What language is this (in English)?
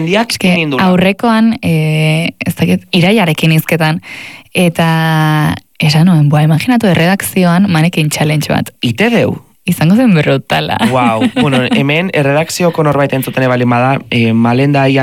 Basque